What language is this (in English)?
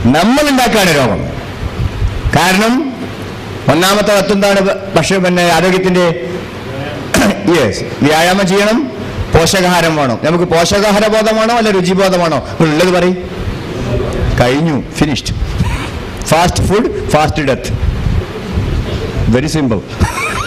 Malayalam